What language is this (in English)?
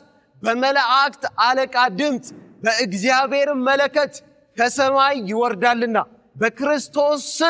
Amharic